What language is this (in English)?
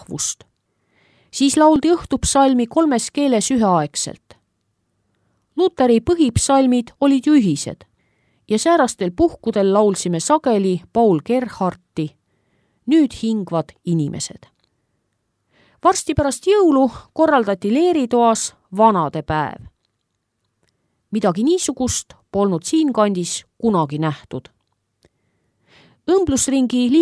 Estonian